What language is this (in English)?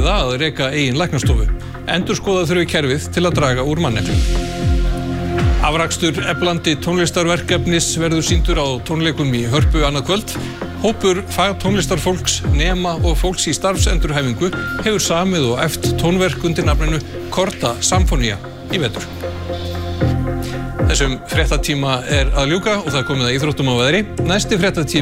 Icelandic